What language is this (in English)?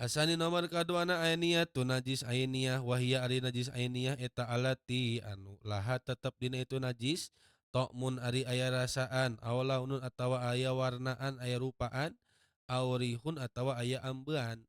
Sundanese